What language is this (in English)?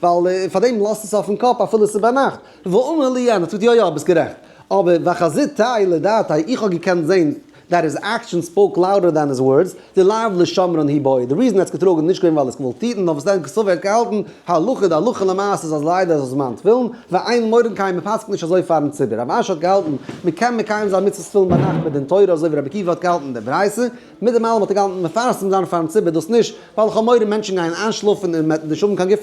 Yiddish